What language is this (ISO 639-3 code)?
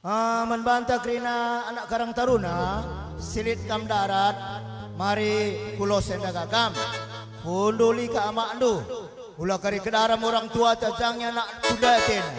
btx